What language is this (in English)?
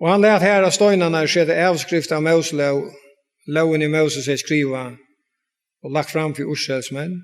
Faroese